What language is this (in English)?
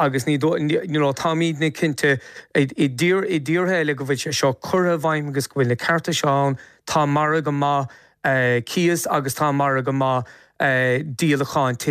Irish